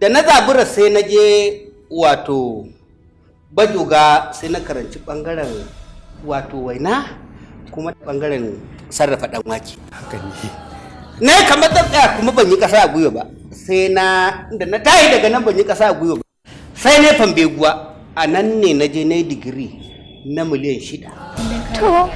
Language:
Hausa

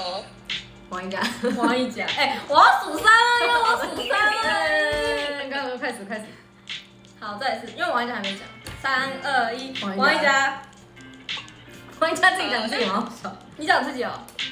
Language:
Chinese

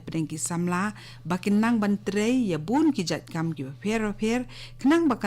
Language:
Khasi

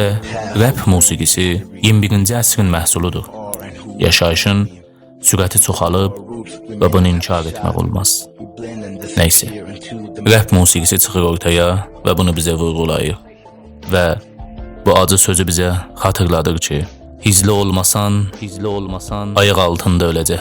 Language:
South Azerbaijani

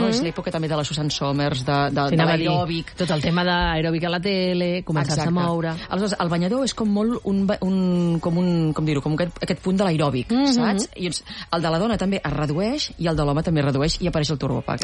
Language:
Catalan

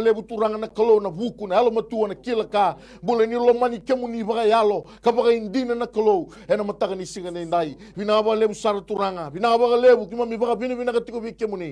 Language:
Fijian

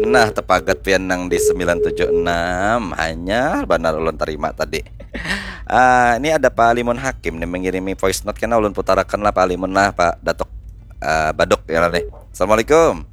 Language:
Banjar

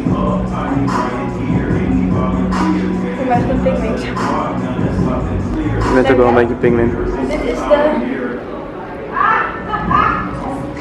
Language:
Dutch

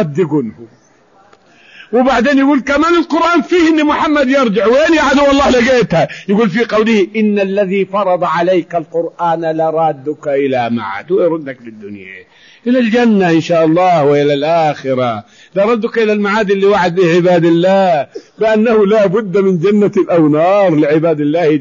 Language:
Arabic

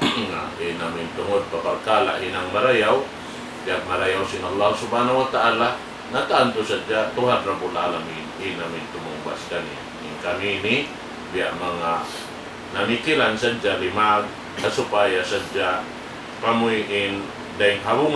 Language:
Tausug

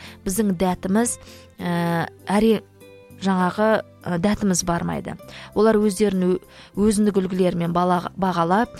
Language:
Kazakh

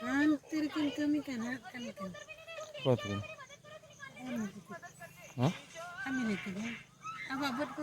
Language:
Santali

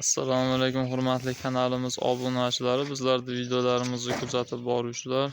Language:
Uzbek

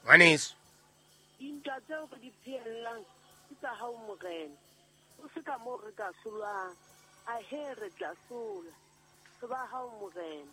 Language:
Southern Sotho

